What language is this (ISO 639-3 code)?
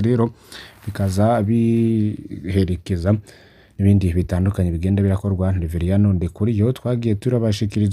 run